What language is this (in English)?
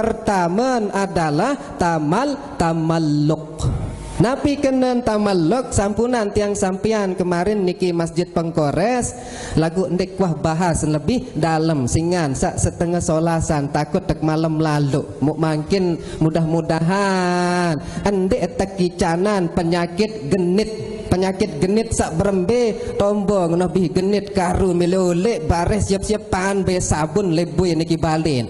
Sasak